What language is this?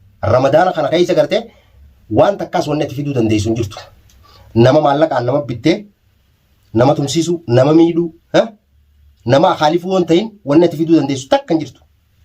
Oromo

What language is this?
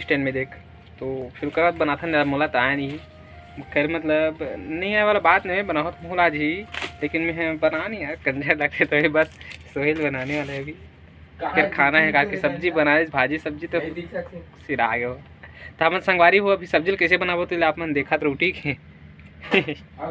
Chhattisgarhi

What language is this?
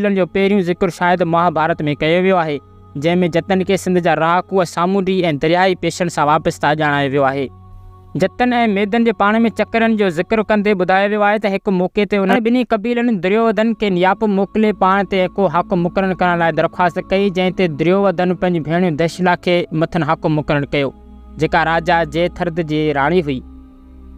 Sindhi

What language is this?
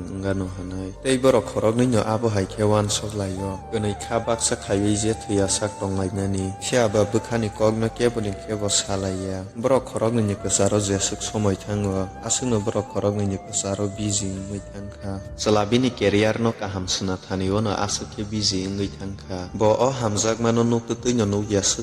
Kok Borok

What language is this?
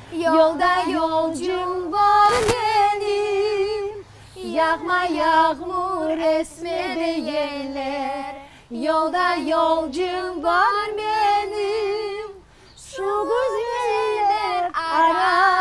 Crimean Tatar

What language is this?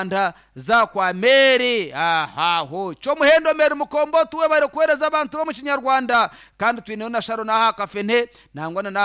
Nyankole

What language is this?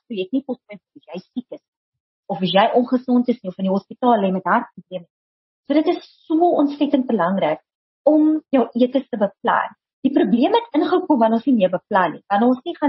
Afrikaans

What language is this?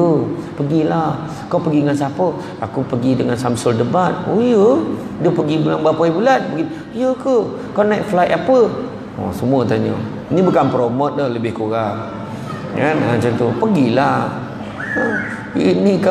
Malay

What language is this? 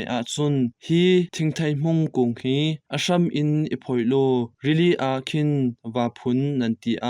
Hakha Chin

